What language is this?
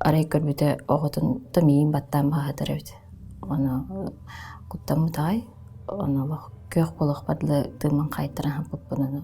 Yakut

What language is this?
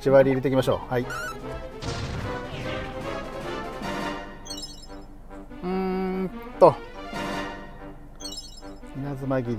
Japanese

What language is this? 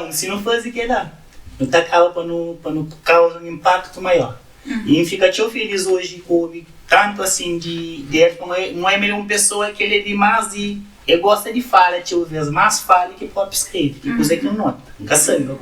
Kabuverdianu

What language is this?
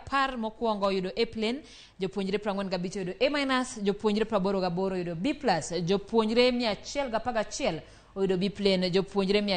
Luo (Kenya and Tanzania)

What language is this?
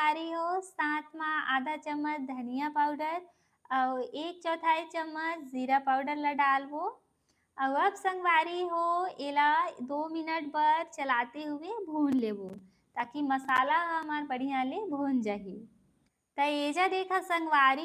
Chhattisgarhi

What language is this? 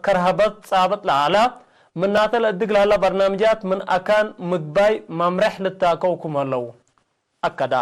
Tigre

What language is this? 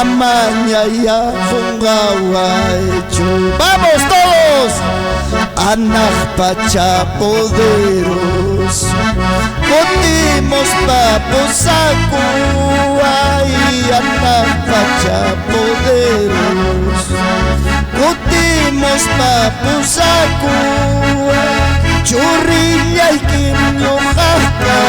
Ayacucho Quechua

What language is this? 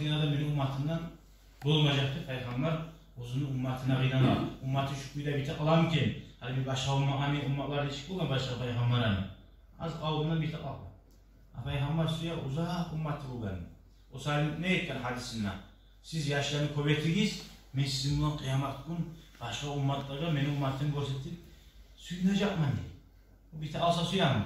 Kumyk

